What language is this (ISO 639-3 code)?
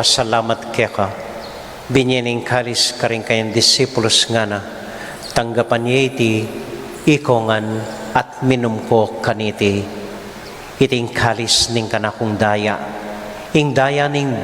pam